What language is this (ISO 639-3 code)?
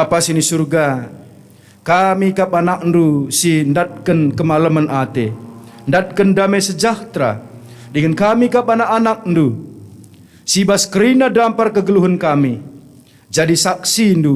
btx